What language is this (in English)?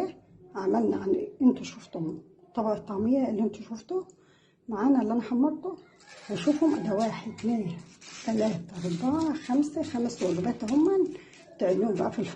Egyptian Arabic